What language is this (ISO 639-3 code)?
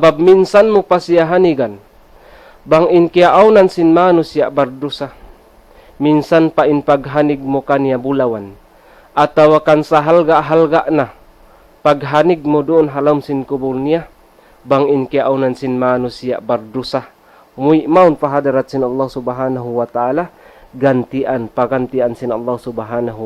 tsg